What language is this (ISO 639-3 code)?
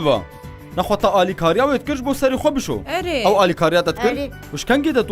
kur